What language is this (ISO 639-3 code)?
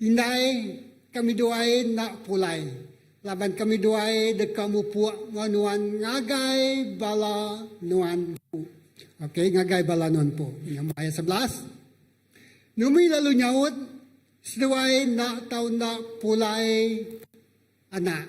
iba